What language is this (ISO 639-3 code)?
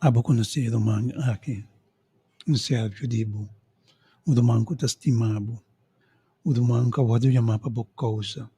pap